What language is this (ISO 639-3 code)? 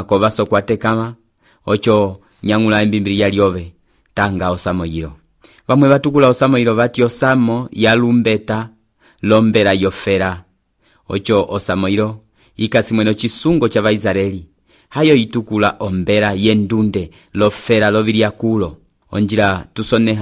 umb